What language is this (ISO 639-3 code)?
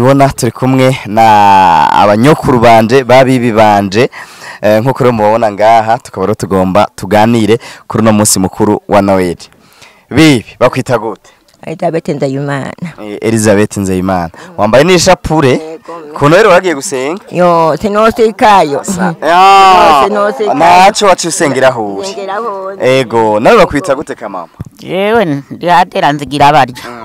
run